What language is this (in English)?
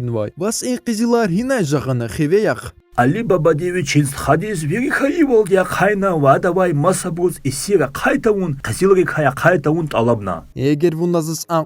Lezghian